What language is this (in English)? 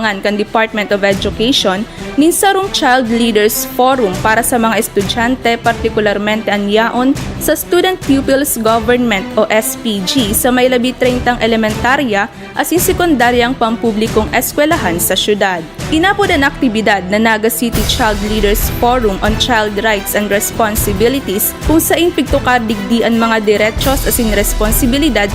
Bikol